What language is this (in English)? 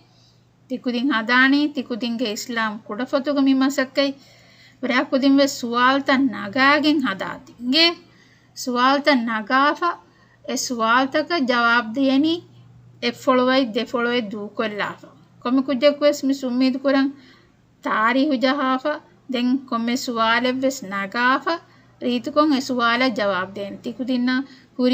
Divehi